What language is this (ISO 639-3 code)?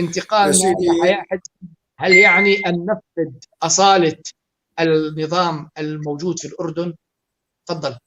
apc